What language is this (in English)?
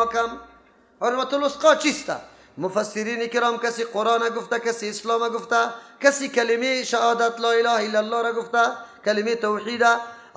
Persian